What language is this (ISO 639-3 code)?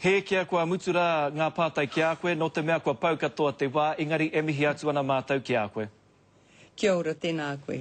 mri